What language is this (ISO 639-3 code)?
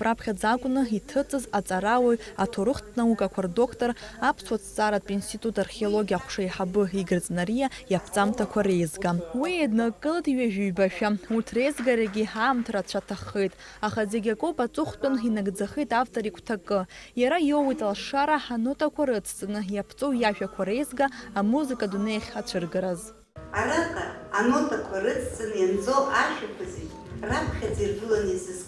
abk